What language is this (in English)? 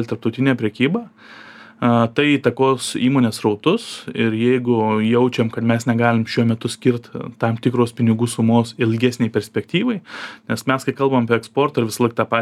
Lithuanian